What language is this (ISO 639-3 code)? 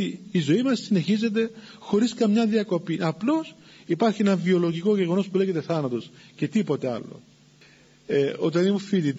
ell